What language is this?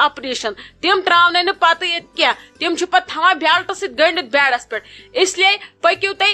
Kashmiri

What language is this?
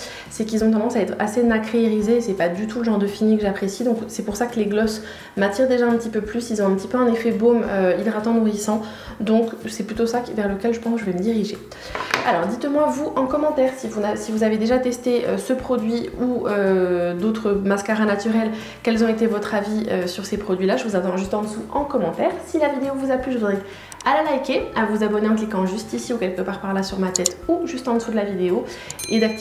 French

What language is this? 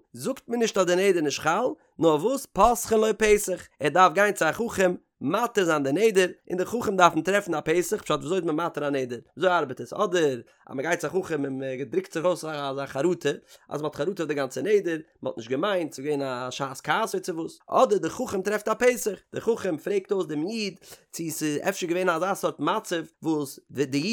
Yiddish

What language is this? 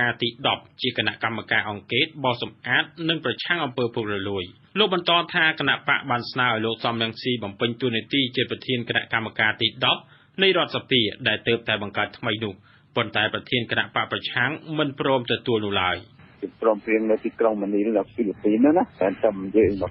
Khmer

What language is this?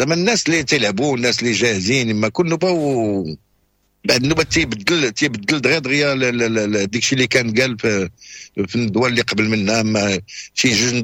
Moroccan Arabic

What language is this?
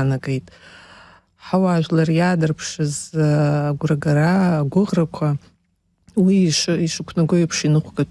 Abkhazian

